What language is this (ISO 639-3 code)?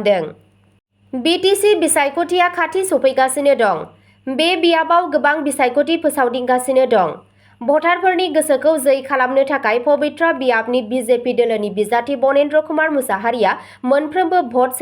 brx